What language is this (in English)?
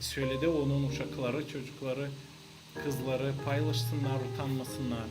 Gagauz